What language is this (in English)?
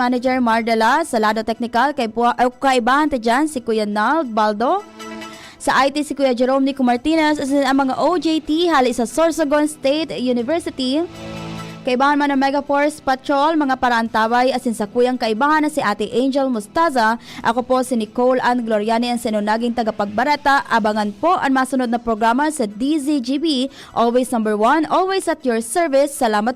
Bikol